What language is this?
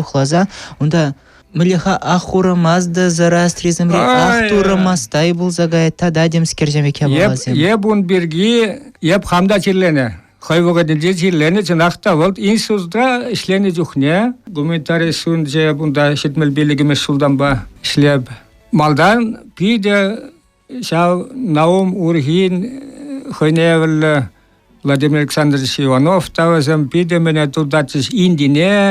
Chuvash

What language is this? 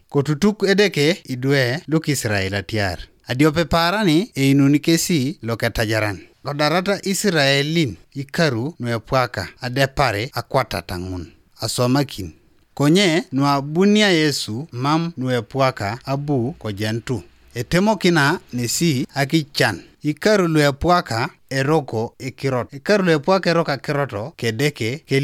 Teso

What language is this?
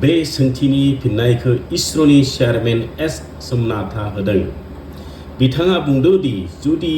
Bodo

